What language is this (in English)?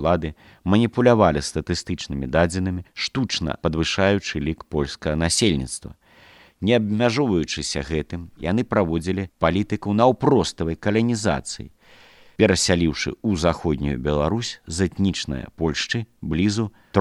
Belarusian